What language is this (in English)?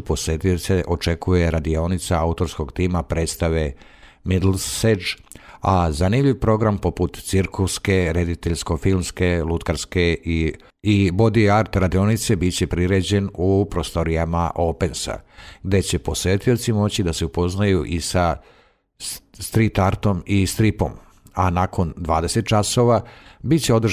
Serbian